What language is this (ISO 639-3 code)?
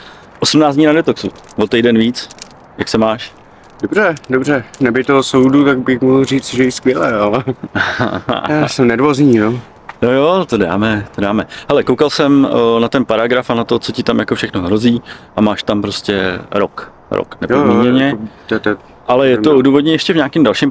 ces